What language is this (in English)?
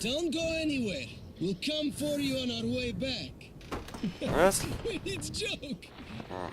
Swiss German